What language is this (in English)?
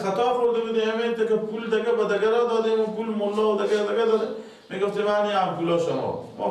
Persian